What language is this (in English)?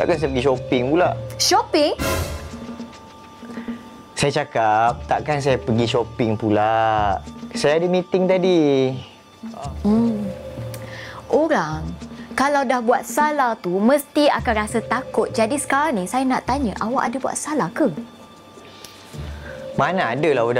Malay